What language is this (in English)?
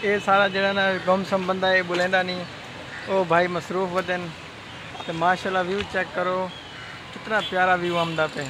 Saraiki